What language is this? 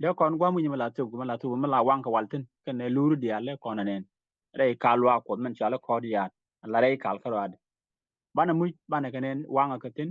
Nuer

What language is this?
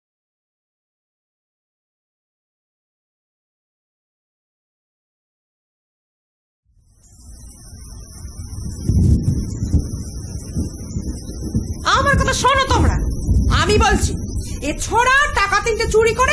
Bangla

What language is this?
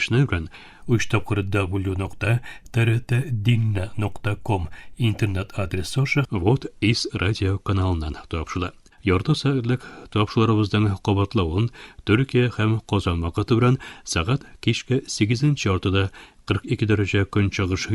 Tatar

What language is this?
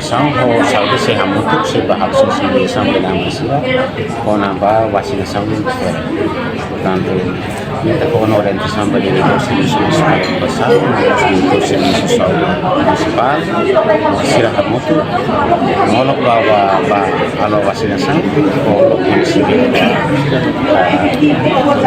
Tetum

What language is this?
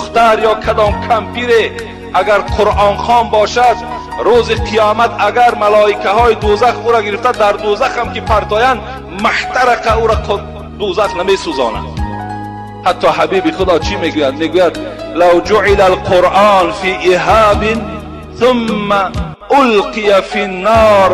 Tajik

